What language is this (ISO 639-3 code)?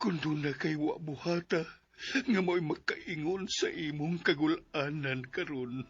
ceb